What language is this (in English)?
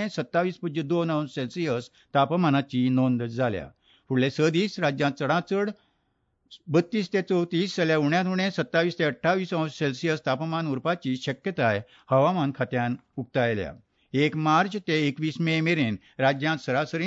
Konkani